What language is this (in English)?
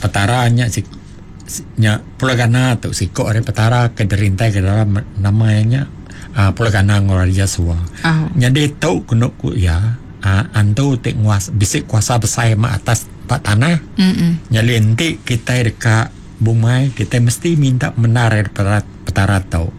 Iban